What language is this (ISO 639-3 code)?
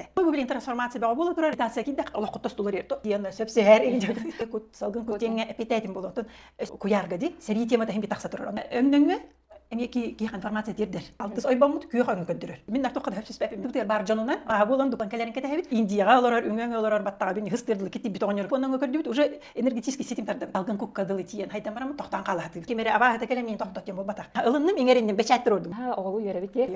sah